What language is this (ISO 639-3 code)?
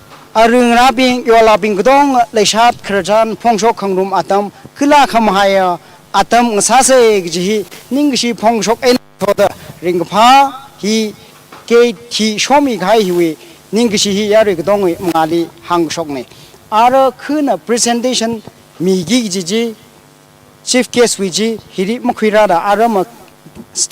nmf